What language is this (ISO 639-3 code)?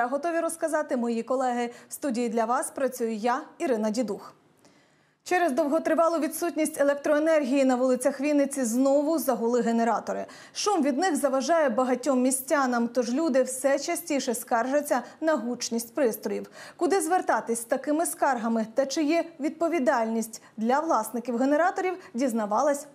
ukr